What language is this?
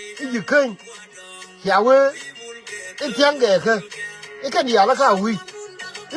Nuer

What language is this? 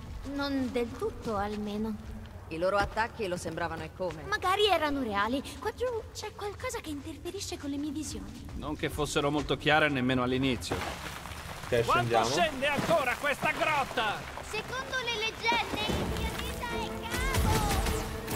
Italian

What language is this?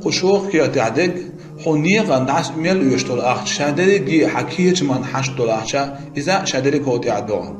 Chechen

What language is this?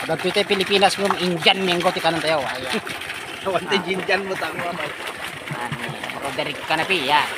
Iloko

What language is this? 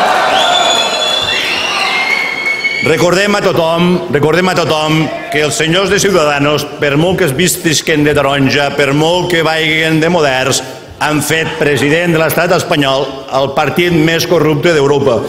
Catalan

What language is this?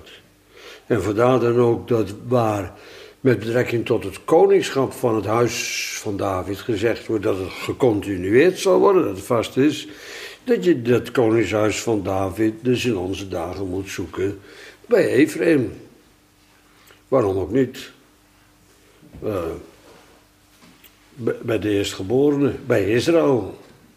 Dutch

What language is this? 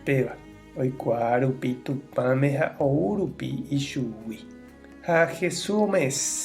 Guarani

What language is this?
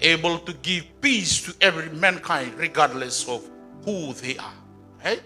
Fijian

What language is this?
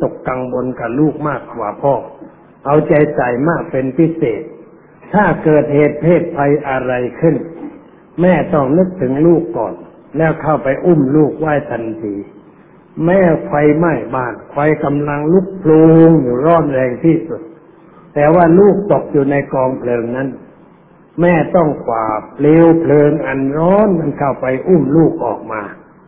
Thai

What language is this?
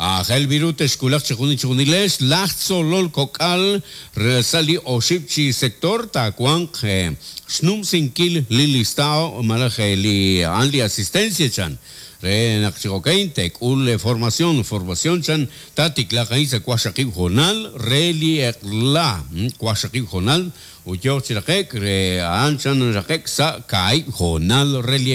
Kekchí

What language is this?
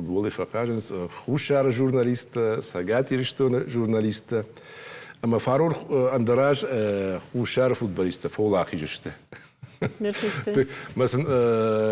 Ossetic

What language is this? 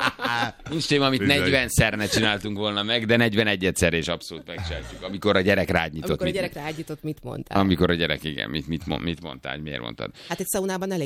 Hungarian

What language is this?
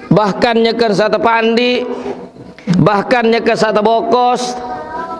Sasak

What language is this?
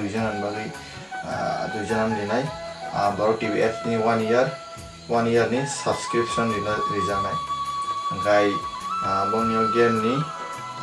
Kok Borok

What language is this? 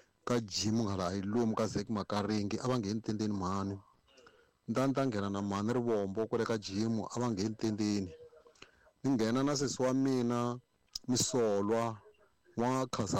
Tsonga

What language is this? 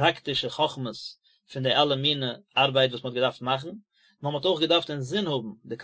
Yiddish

